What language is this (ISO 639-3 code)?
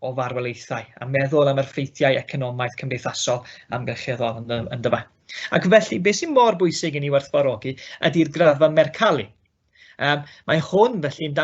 cym